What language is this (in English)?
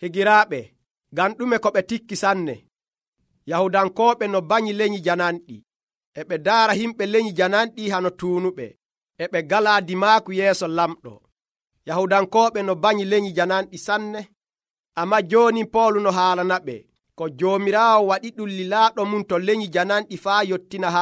Nigerian Fulfulde